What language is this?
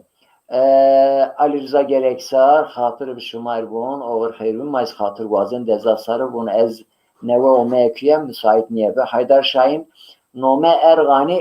Zaza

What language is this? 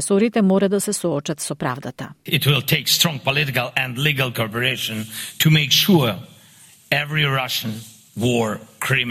Macedonian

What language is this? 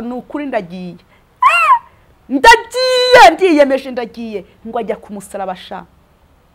Kinyarwanda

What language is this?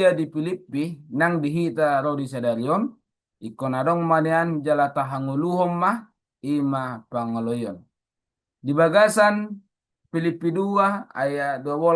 Batak Toba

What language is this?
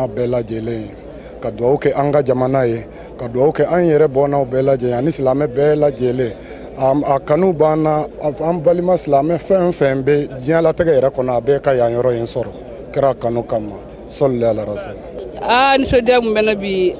Bambara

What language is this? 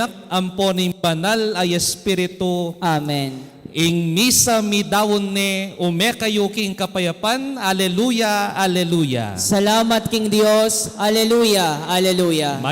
Pampanga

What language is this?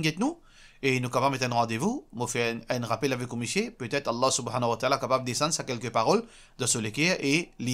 Morisyen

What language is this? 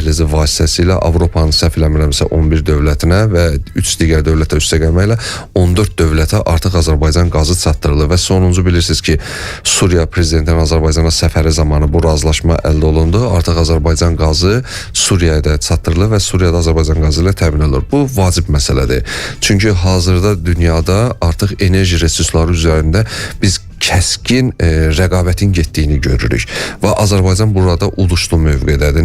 Azerbaijani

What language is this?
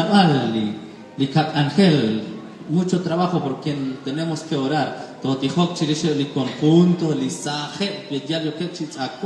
Kekchí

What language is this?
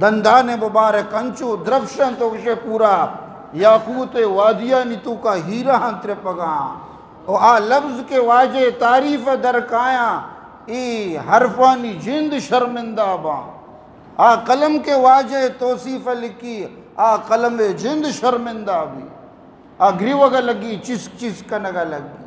Eastern Balochi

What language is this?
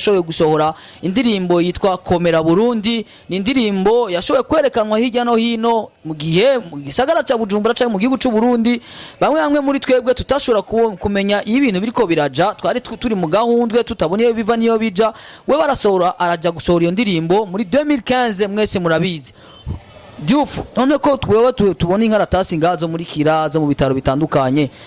Rundi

